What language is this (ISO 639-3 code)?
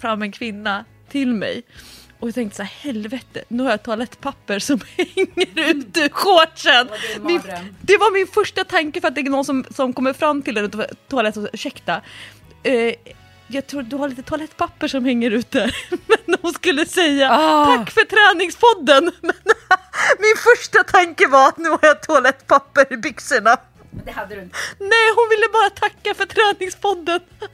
swe